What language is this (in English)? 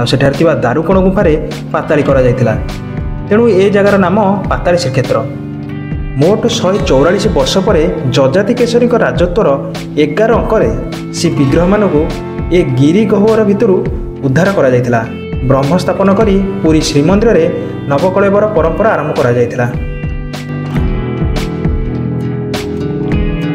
Odia